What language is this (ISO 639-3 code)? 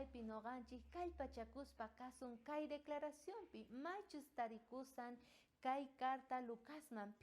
quh